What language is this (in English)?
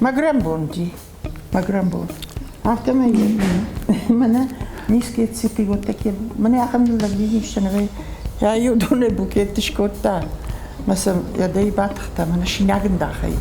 Ossetic